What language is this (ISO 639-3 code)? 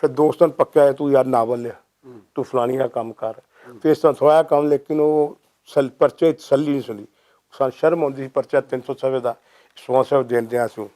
lah